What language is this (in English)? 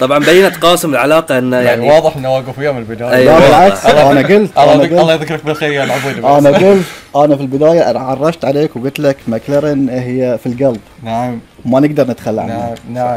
Gulf Arabic